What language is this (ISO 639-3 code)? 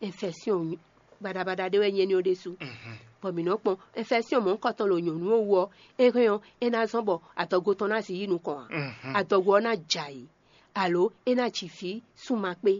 fon